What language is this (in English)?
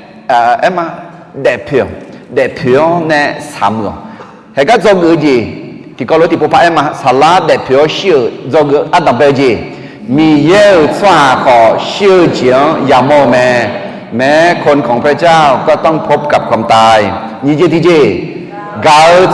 Akha